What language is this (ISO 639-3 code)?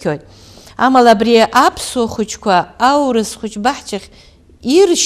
abk